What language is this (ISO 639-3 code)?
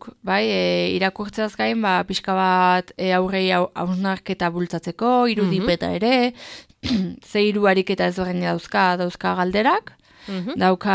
eus